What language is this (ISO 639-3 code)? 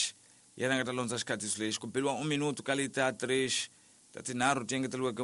tso